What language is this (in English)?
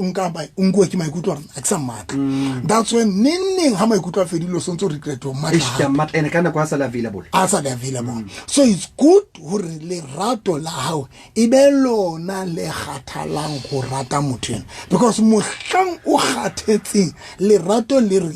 Southern Sotho